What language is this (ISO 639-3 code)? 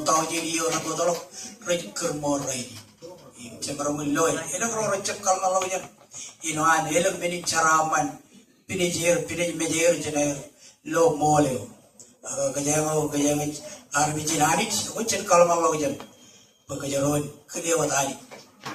mah